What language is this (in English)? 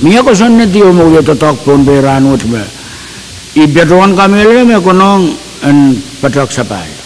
Pohnpeian